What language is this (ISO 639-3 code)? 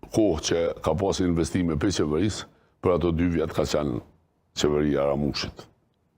sqi